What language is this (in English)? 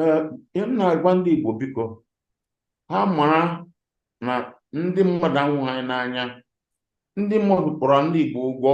Igbo